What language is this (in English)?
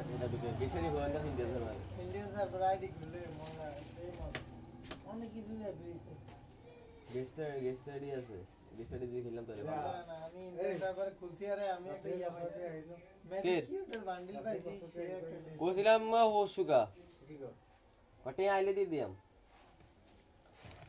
Bangla